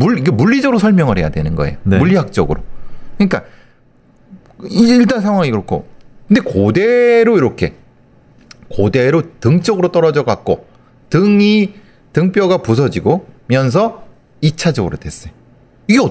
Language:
Korean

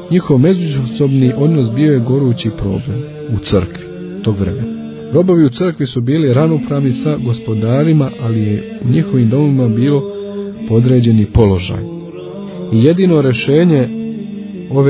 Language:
Croatian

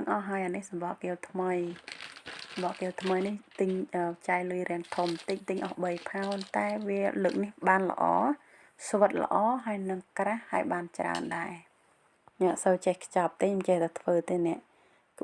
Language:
Khmer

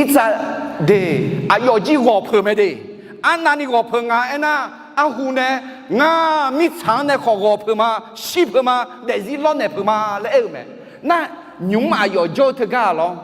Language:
Akha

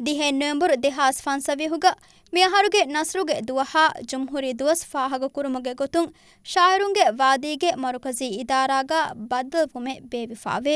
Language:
Divehi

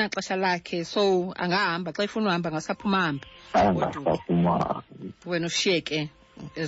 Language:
Xhosa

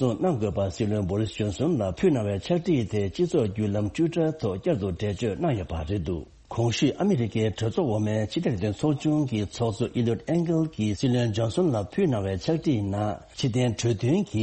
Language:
Tibetan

